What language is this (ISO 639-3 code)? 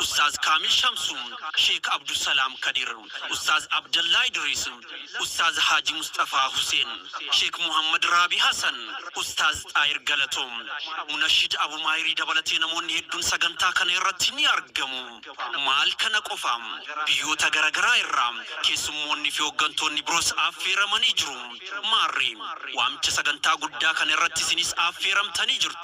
orm